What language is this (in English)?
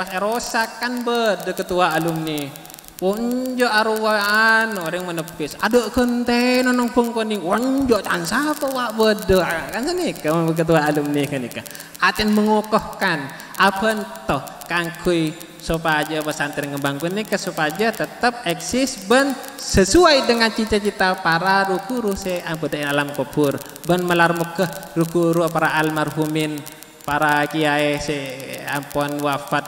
Madurese